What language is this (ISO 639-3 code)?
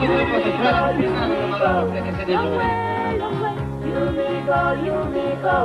tpi